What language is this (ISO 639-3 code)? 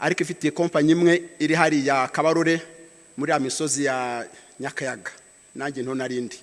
kin